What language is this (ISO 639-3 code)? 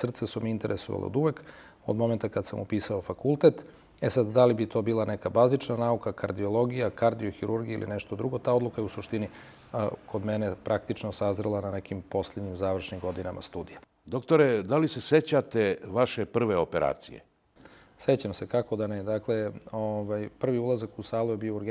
srp